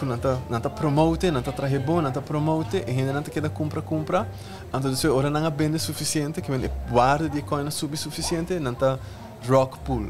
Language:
Papiamento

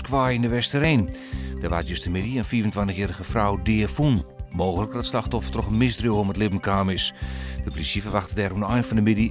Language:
Western Frisian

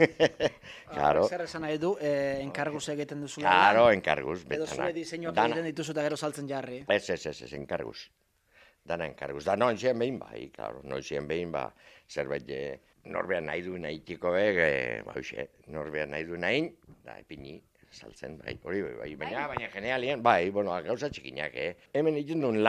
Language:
Basque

